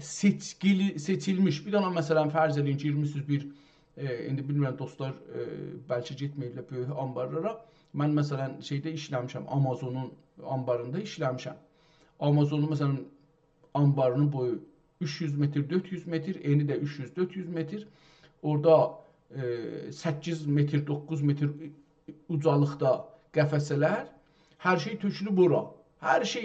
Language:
South Azerbaijani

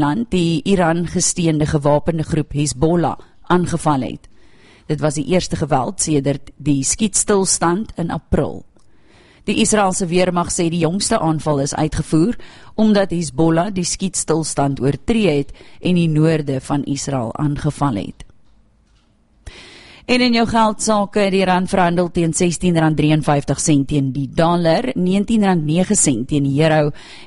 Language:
Afrikaans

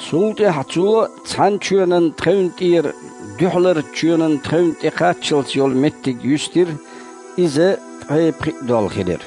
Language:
Chechen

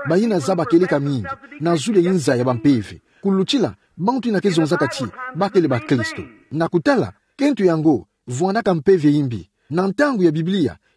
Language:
Kituba (Democratic Republic of Congo)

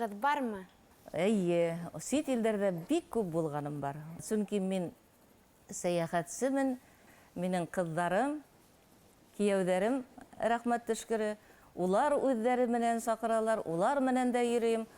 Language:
Bashkir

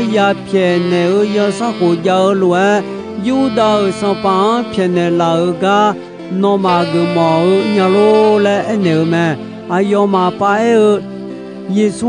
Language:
Akha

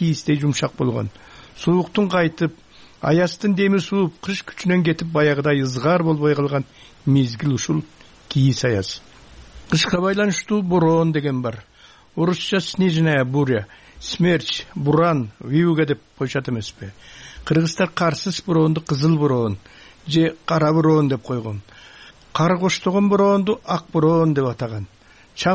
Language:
Kyrgyz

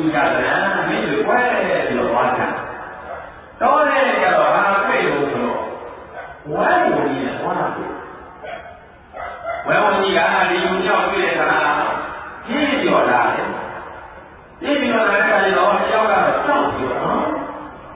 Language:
Burmese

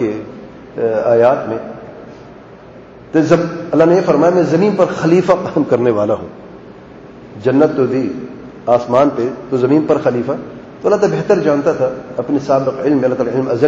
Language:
Urdu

